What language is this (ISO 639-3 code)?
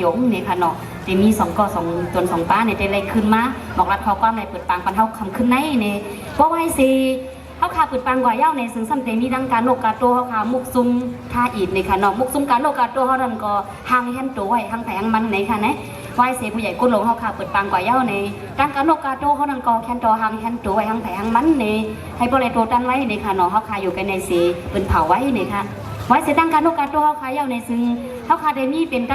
shn